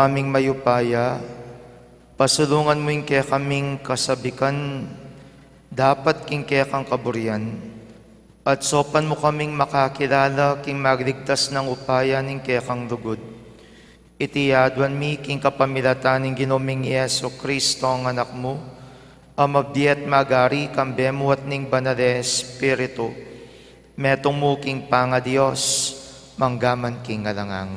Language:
Pampanga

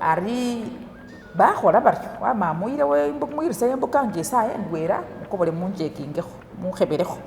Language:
Masaaba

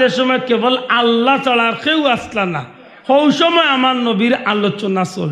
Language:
Sylheti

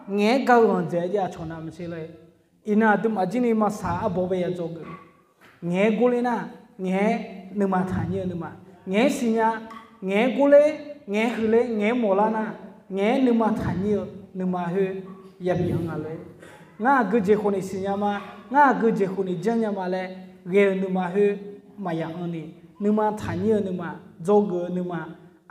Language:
Akha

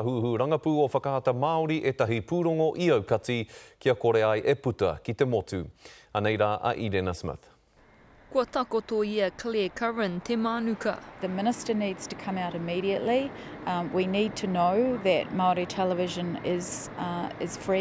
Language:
Māori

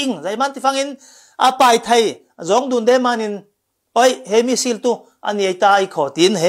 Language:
Falam Chin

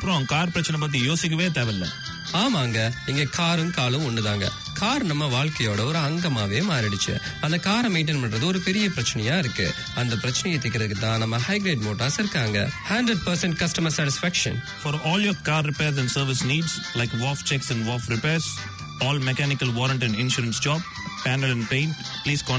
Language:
Tamil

